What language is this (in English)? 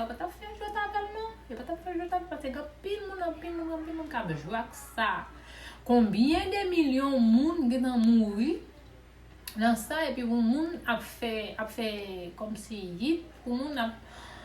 Haitian Creole